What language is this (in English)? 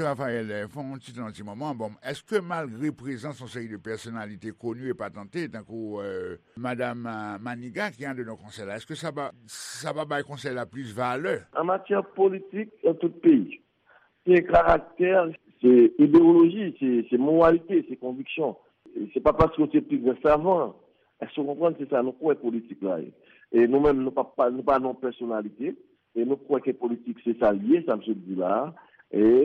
Haitian Creole